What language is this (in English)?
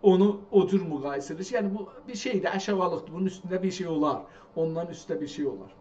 South Azerbaijani